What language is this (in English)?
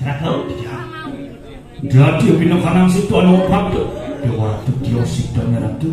Balinese